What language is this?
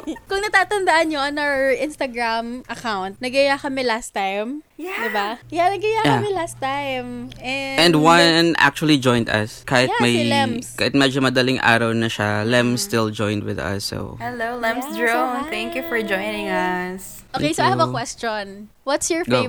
Filipino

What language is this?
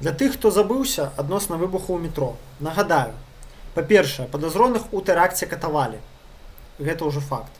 Belarusian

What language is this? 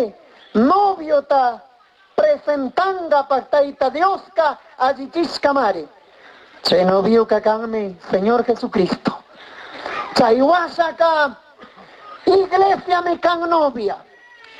Chimborazo Highland Quichua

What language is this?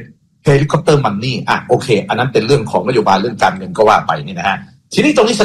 Thai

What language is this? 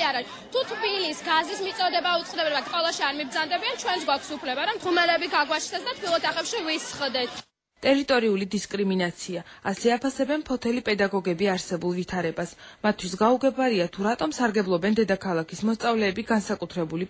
Georgian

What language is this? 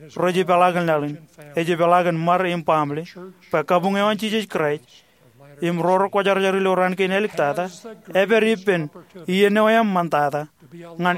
Marshallese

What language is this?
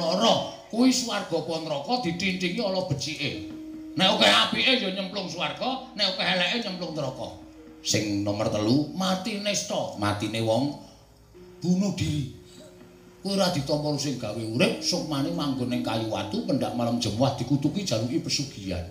Javanese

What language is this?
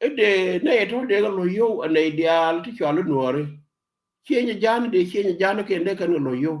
Nuer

